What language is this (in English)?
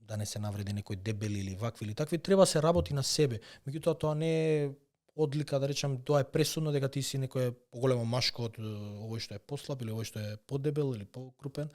Macedonian